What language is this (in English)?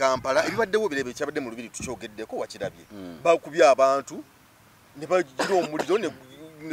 Ganda